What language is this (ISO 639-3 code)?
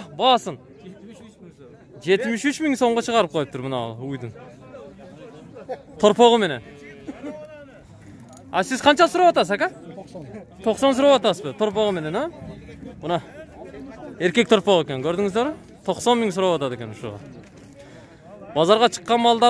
kir